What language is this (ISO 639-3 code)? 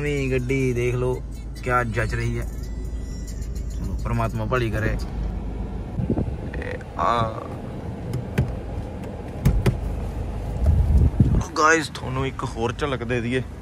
pan